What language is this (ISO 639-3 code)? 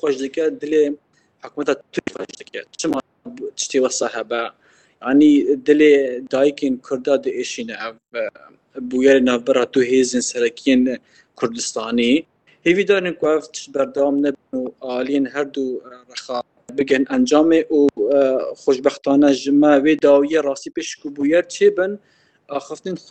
kur